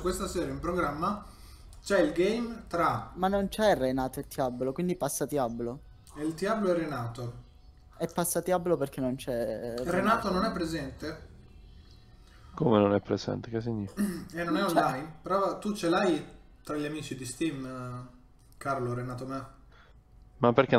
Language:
Italian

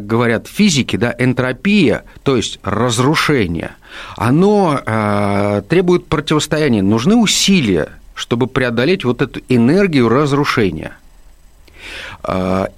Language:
Russian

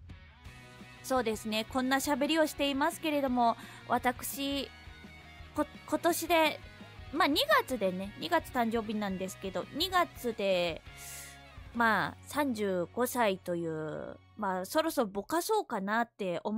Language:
Japanese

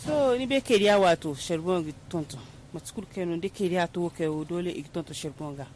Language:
Zarma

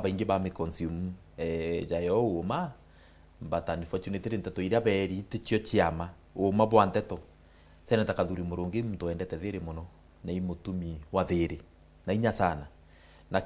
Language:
Meru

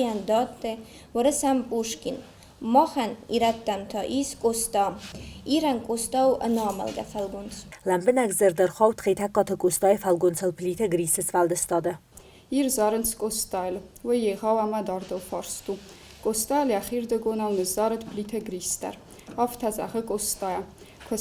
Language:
Ossetic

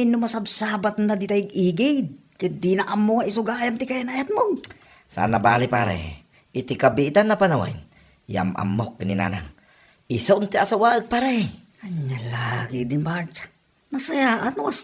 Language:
Iloko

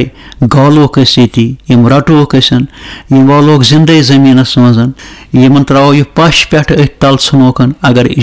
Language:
Kashmiri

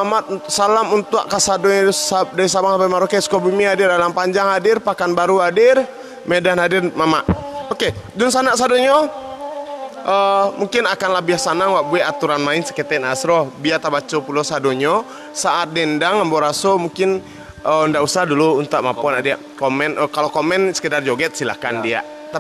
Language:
Minangkabau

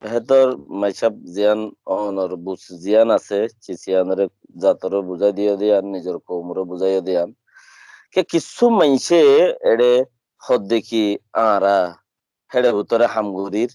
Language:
Rohingya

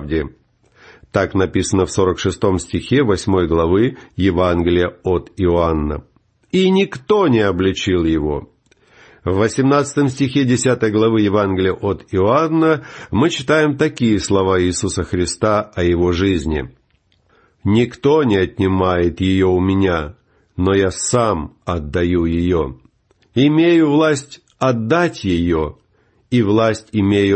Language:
Russian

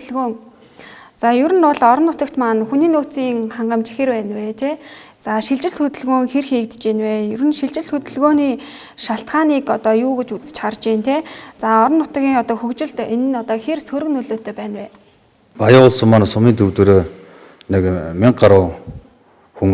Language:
Mongolian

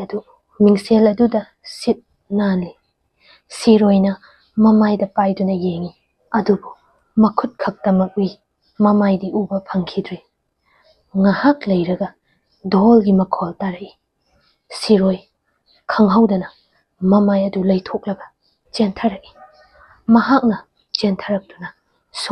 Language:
Manipuri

